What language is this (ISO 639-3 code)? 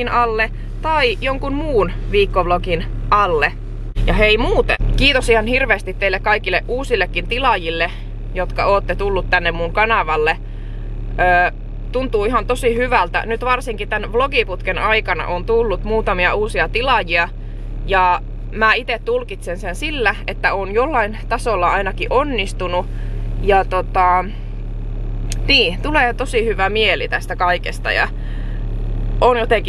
fin